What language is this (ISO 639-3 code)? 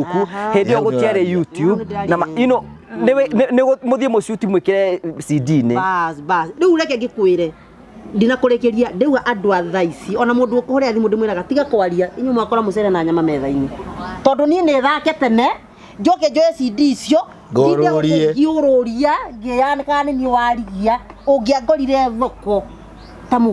kik